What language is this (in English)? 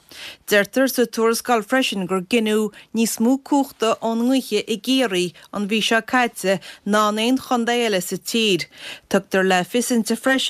Irish